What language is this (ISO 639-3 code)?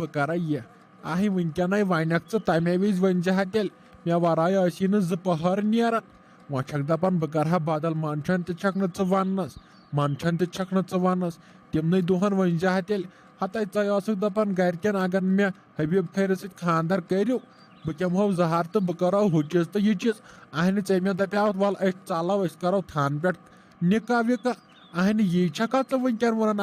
kas